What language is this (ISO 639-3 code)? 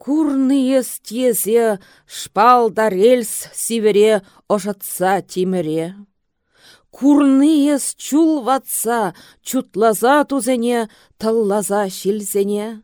chv